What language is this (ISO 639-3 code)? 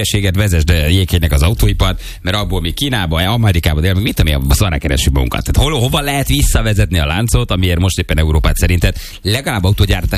hun